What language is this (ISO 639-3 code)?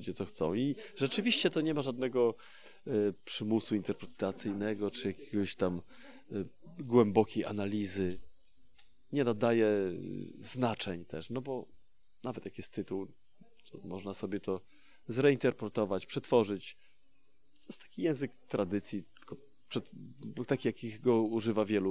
pol